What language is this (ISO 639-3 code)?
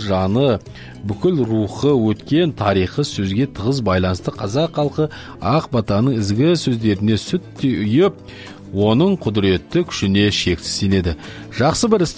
kaz